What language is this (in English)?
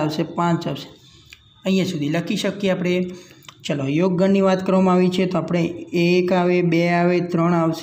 Gujarati